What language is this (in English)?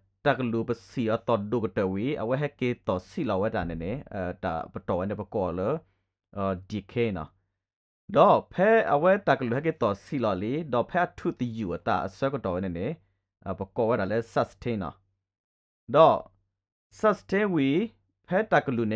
S'gaw Karen